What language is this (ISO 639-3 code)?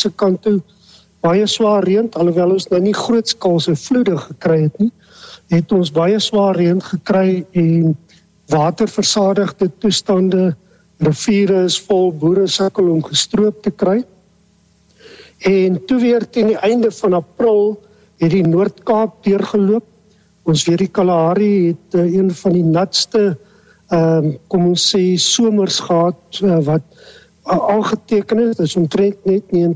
afr